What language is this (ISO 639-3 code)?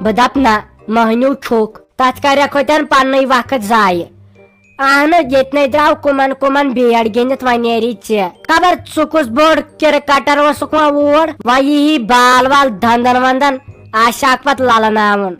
kas